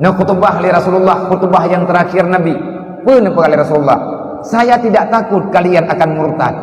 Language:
Achinese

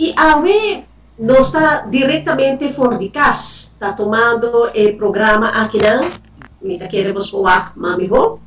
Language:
Papiamento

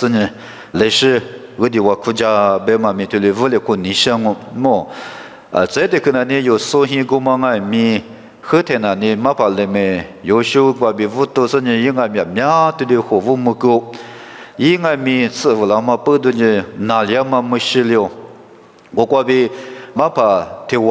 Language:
Lisu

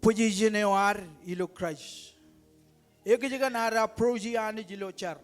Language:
Marshallese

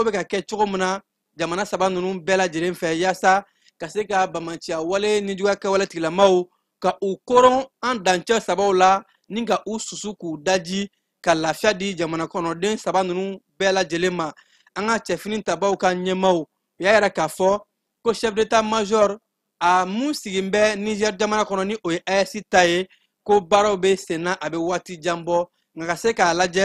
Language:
Bambara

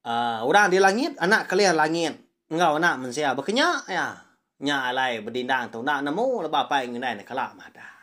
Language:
Iban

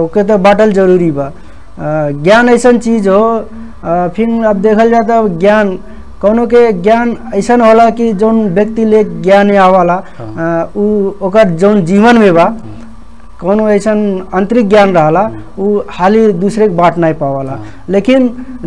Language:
Bhojpuri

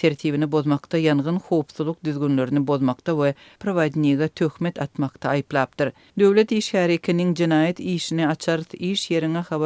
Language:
Turkmen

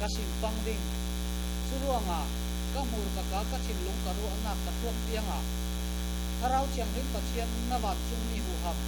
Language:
Falam Chin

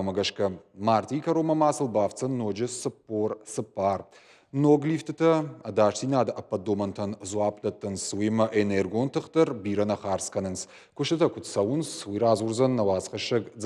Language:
Ossetic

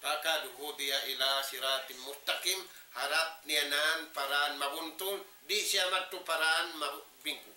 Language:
Tausug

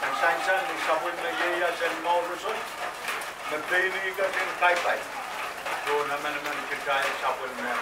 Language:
Pohnpeian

